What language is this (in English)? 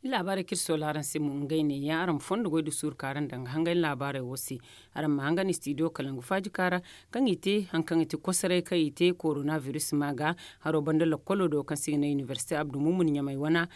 Zarma